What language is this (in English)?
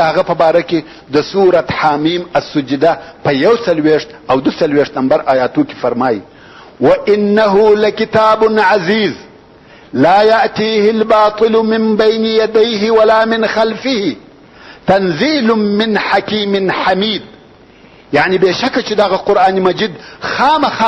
Pashto